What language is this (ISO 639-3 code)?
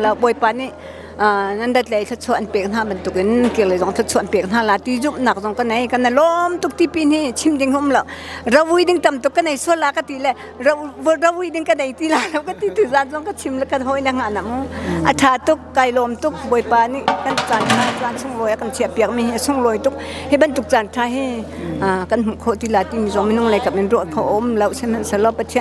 cnh